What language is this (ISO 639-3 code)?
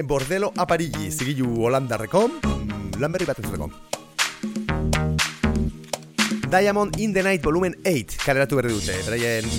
eus